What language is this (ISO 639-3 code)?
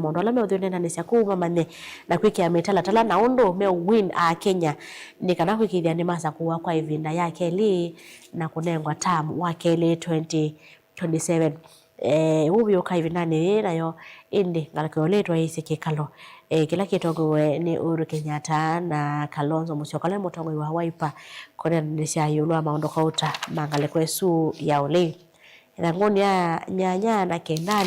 kam